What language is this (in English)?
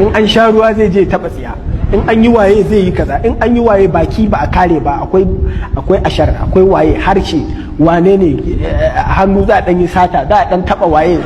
Hausa